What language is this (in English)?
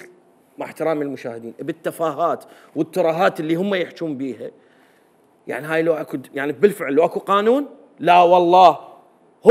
Mesopotamian Arabic